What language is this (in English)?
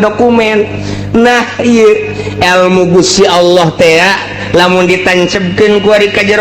Sundanese